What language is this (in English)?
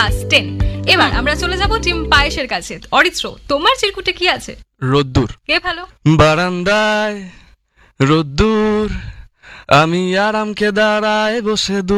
Bangla